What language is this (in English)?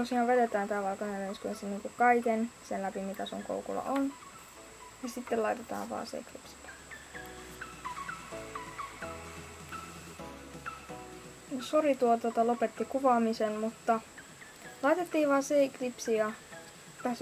Finnish